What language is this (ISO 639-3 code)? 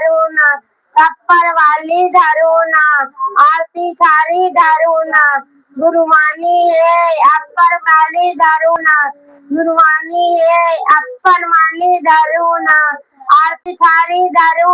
hne